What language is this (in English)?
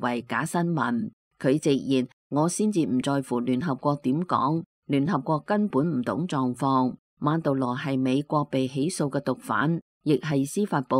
Cantonese